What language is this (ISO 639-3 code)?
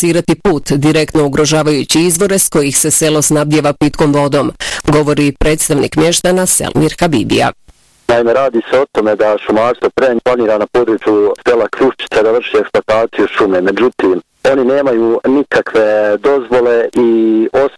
bos